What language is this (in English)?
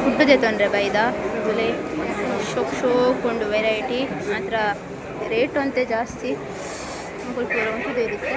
Tulu